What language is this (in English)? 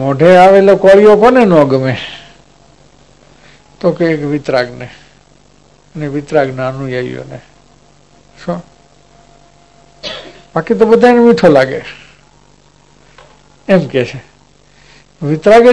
Gujarati